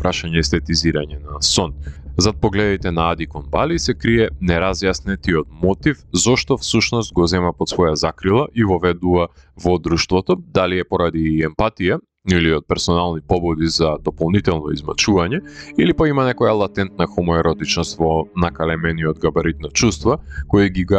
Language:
Macedonian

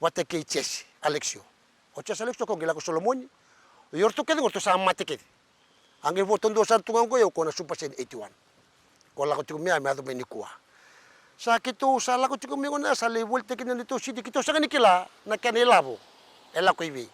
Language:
Fijian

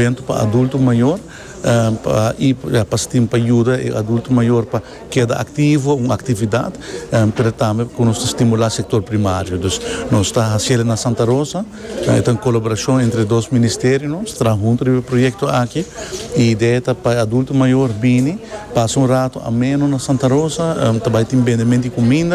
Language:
Papiamento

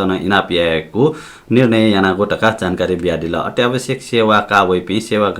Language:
Newari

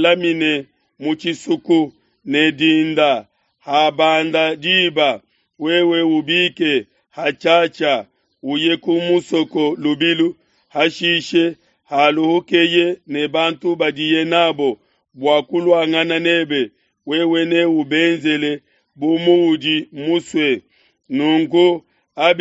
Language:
Luba-Lulua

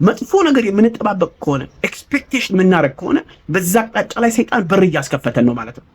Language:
Amharic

